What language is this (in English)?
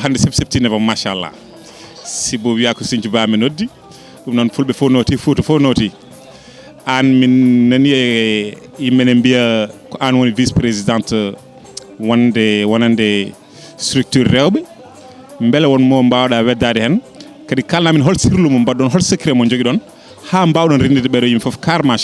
Fula